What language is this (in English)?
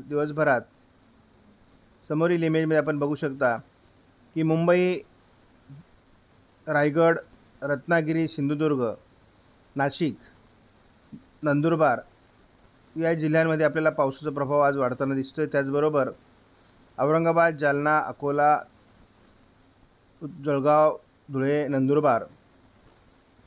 Marathi